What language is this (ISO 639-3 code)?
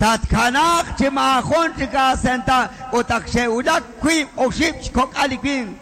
kek